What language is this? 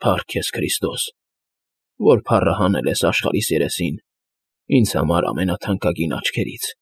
Armenian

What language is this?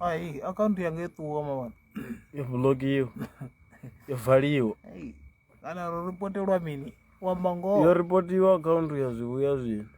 Venda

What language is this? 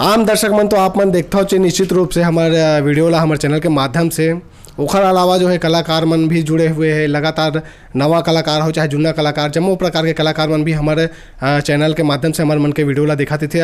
Chhattisgarhi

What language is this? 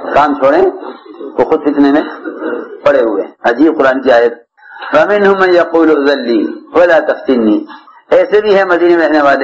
Urdu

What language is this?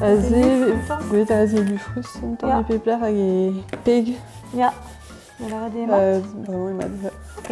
Breton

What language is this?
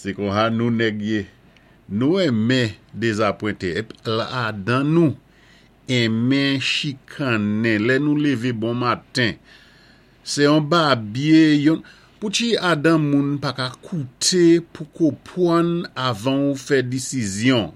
Saint Lucian Creole French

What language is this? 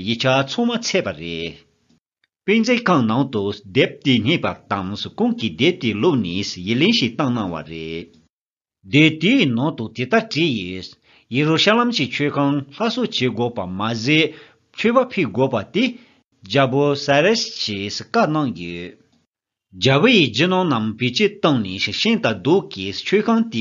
Tibetan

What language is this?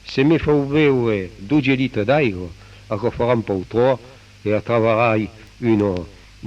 Occitan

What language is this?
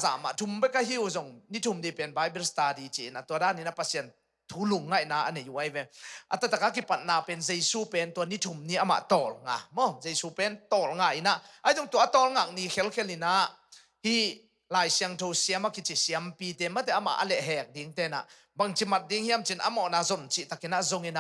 Tedim Chin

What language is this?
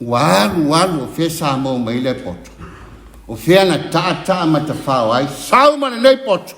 Samoan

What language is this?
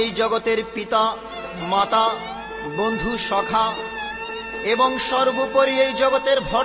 Bangla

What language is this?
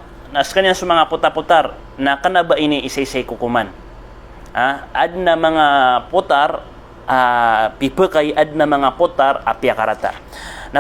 Maranao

